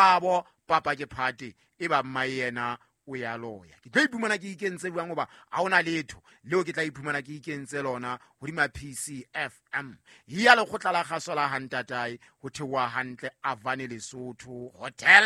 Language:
Southern Sotho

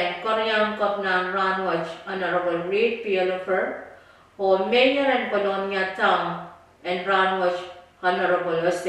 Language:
Pohnpeian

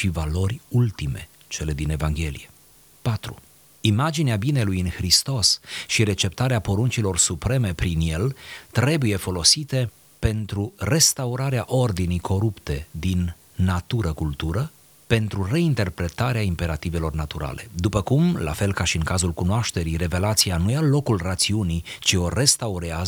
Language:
Romanian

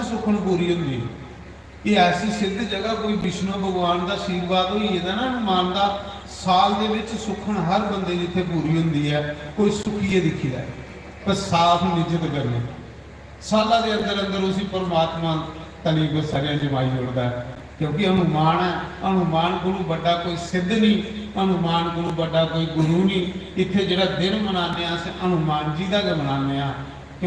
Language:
Dogri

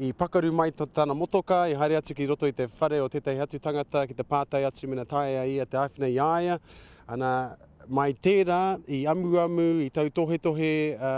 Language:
Māori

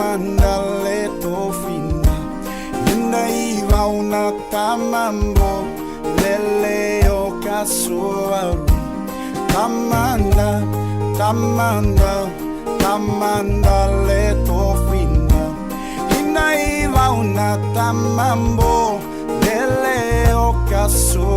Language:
Marshallese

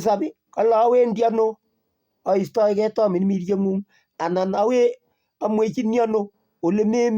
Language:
Kalenjin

